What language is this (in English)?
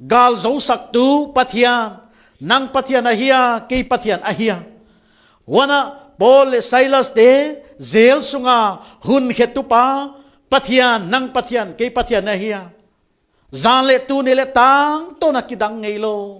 Paite Chin